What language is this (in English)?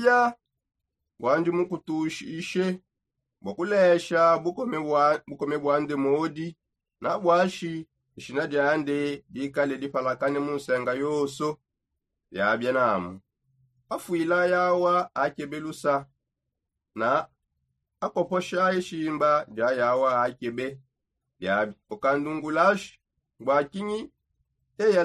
Songe